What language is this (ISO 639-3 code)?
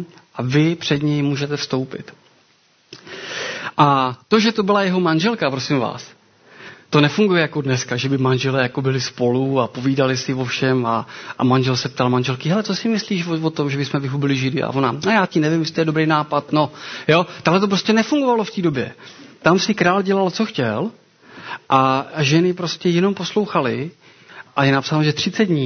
ces